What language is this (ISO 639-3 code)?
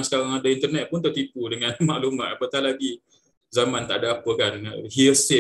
msa